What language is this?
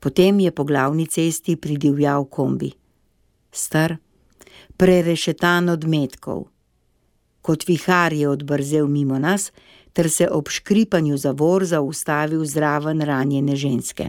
Slovenian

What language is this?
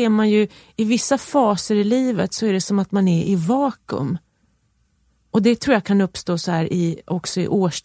Swedish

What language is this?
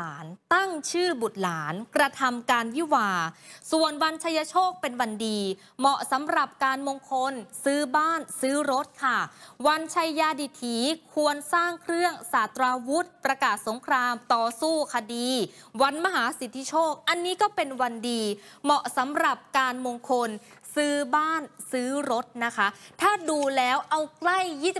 Thai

